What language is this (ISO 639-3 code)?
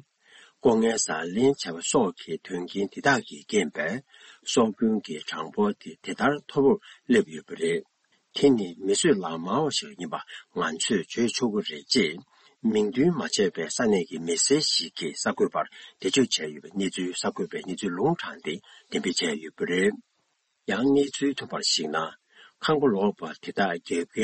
bod